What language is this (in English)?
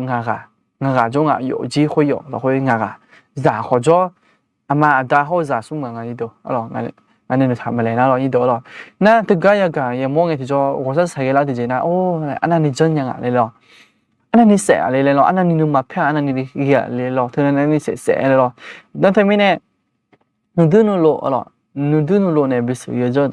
Akha